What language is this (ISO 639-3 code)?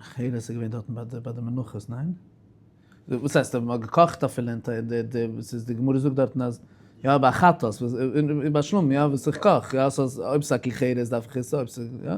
yid